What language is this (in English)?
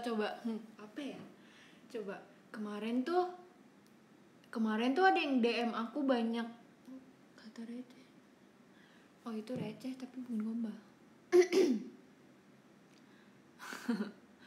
Indonesian